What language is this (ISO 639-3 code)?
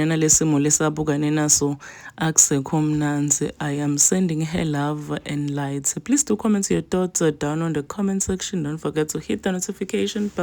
zul